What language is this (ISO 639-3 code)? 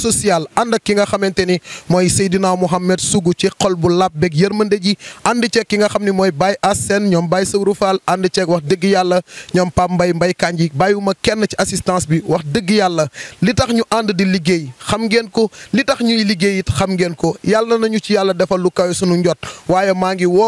wol